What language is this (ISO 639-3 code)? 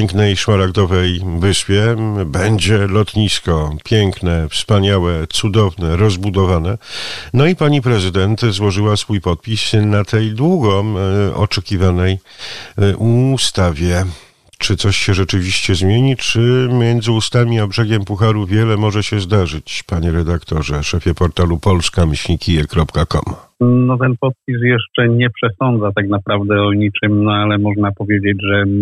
pol